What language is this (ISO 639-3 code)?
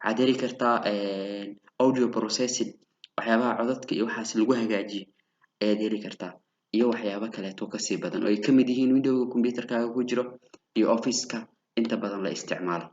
som